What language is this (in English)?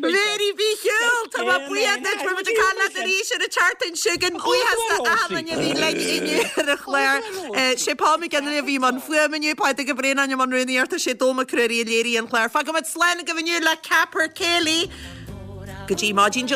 Irish